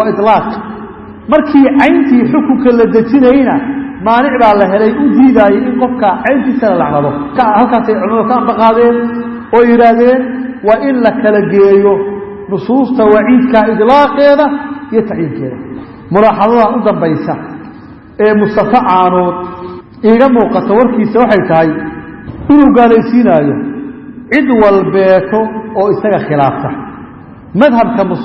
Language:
Somali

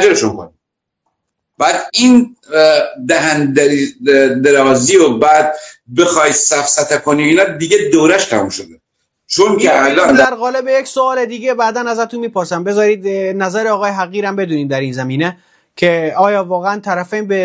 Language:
Persian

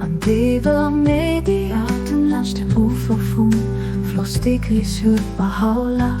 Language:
Luxembourgish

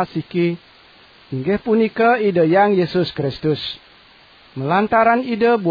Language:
Balinese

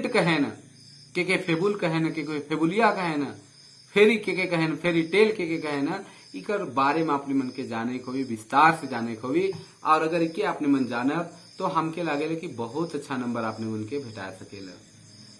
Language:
Sadri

